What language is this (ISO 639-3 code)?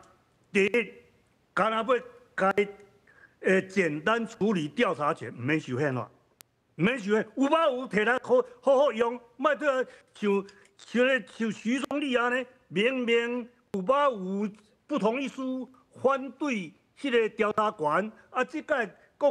nan